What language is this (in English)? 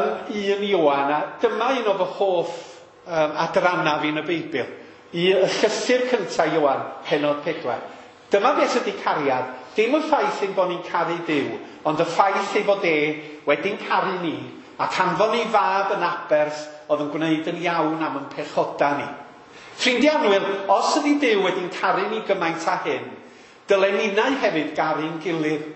Welsh